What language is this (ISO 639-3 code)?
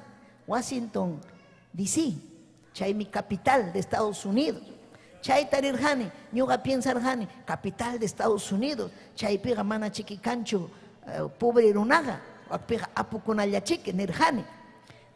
quy